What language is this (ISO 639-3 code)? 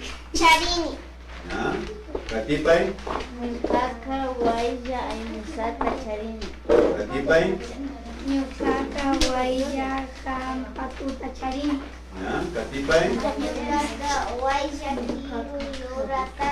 qvi